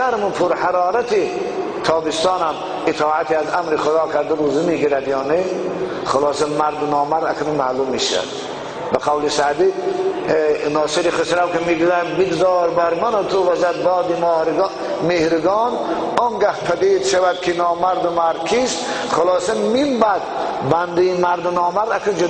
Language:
Tajik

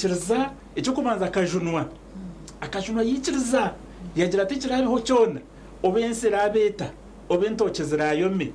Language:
Nyankole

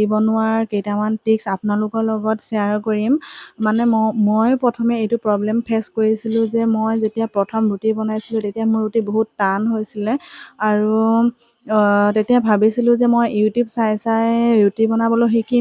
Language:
Assamese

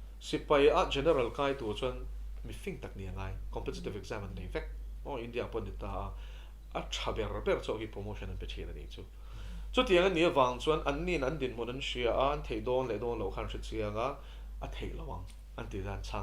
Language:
Mizo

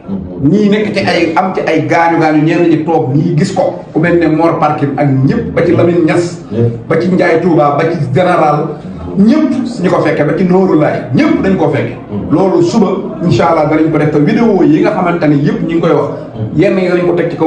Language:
Wolof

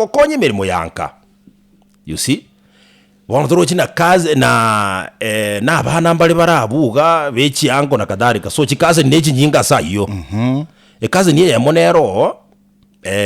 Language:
Gusii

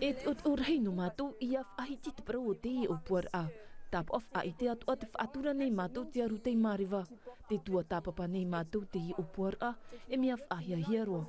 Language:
Tahitian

